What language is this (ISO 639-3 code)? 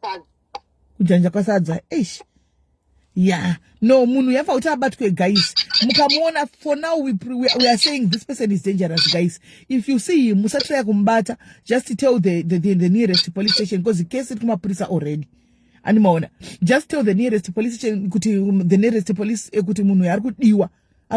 sna